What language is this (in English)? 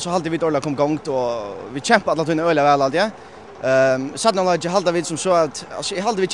Faroese